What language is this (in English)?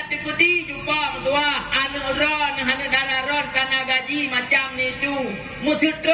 Achinese